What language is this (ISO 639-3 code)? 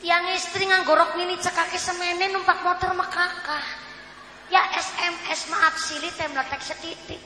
jav